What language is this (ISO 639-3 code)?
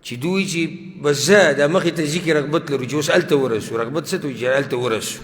pus